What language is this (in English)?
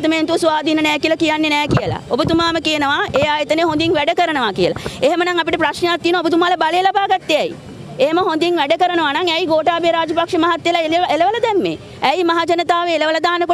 Sinhala